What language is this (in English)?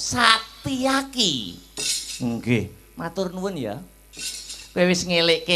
Javanese